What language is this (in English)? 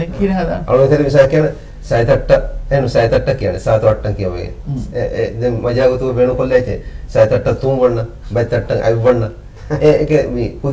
Divehi